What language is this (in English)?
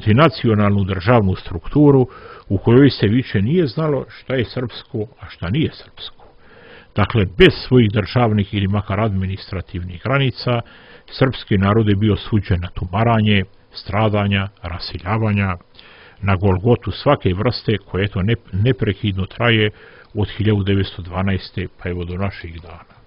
Serbian